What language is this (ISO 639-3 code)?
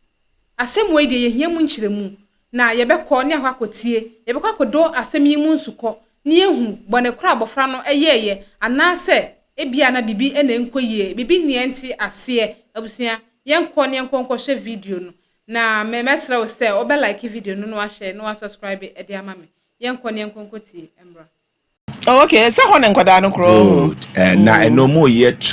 aka